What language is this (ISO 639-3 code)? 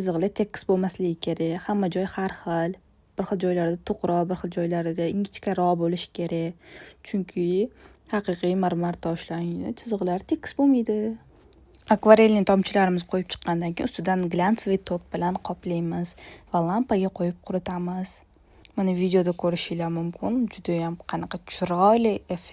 uzb